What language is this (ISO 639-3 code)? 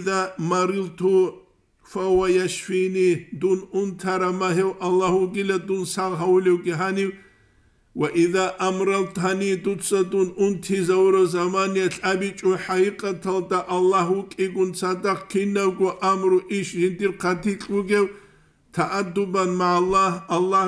ava